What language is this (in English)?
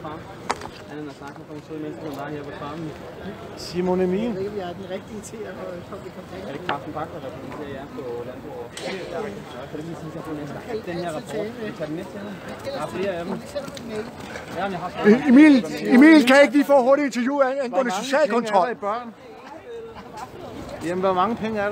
Danish